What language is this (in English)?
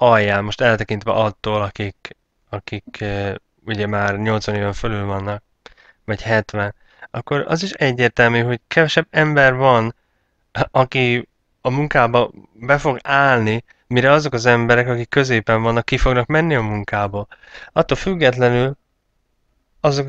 Hungarian